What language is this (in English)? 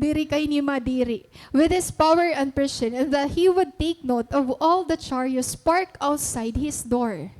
Waray